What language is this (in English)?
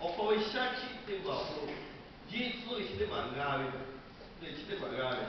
Lahu